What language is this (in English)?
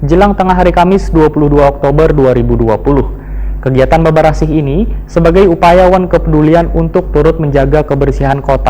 Banjar